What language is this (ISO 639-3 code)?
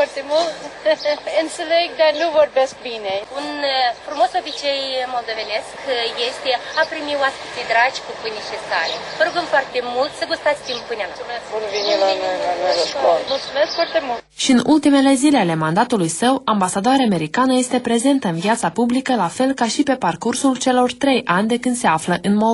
ron